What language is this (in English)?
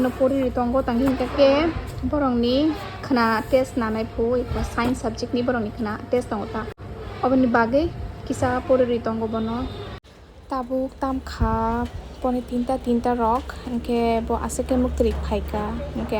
Kok Borok